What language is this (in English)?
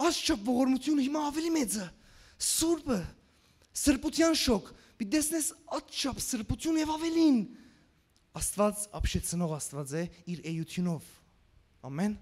Western Armenian